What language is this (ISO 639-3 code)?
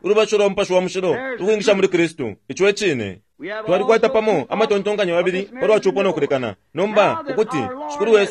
bem